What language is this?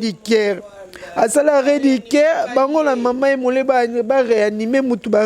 Lingala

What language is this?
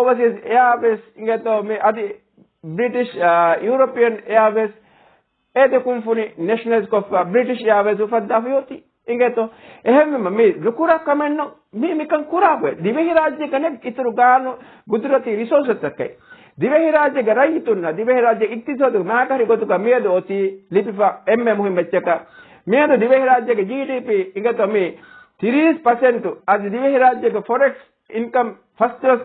Divehi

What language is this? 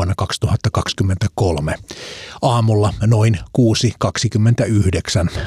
Finnish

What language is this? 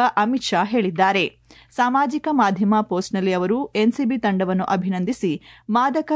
Kannada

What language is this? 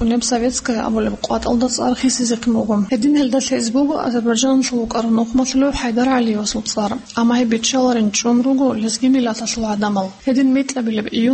Avaric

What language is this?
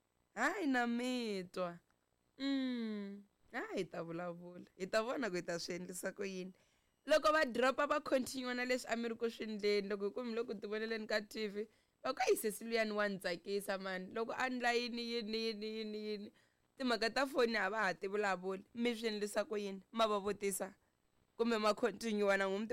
Tsonga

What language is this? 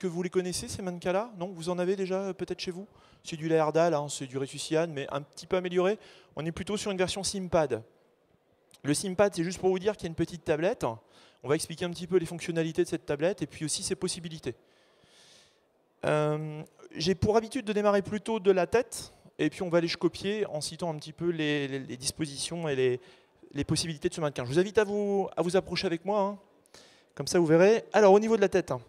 French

